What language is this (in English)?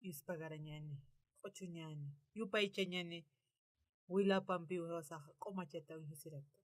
Aymara